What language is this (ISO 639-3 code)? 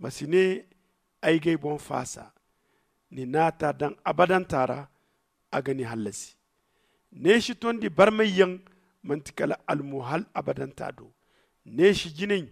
dje